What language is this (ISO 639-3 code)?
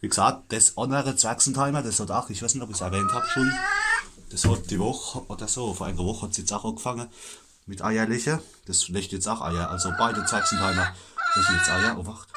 pfl